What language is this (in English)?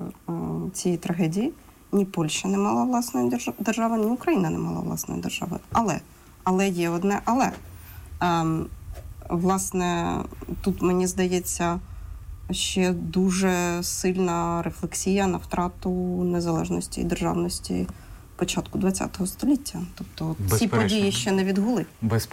Ukrainian